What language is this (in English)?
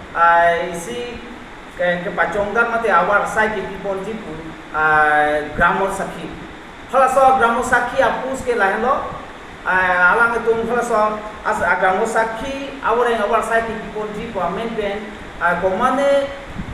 Karbi